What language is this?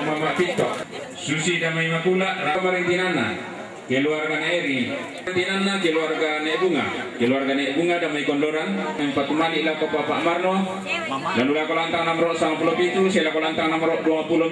Toraja-Sa'dan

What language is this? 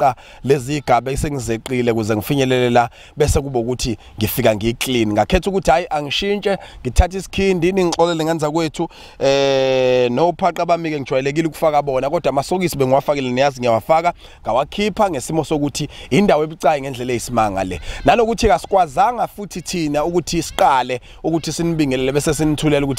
Zulu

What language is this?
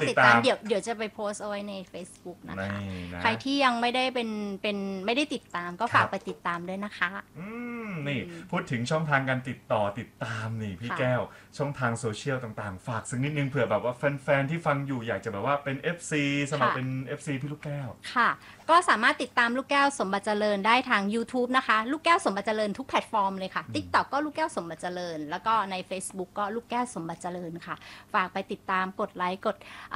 Thai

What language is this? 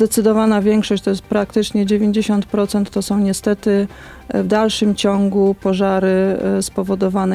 Polish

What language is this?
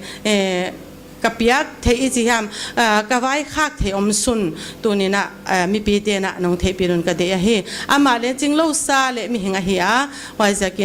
Paite Chin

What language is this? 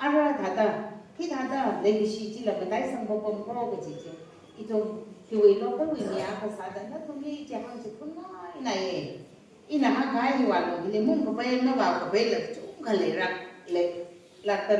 Tangkhul Naga (India)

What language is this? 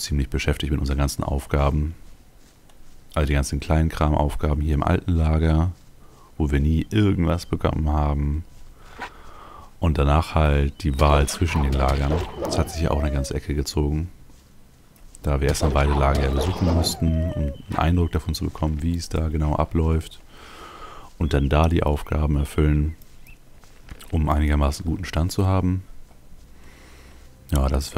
German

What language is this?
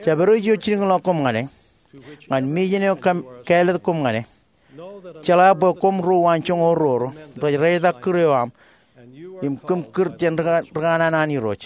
Marshallese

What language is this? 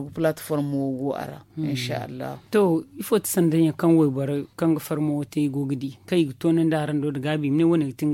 Zarma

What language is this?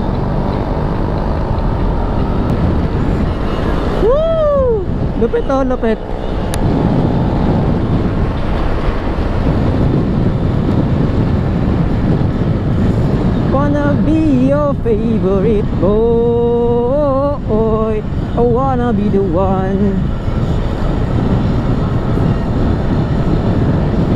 Filipino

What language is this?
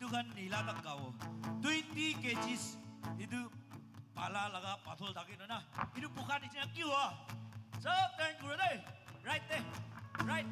Naga Pidgin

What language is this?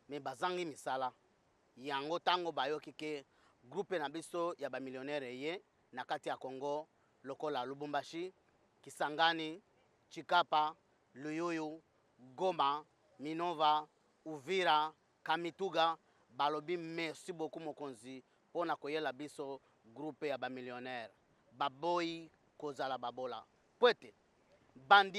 Lingala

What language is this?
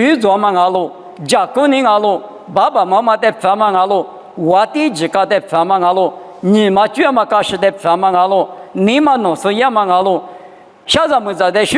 Lisu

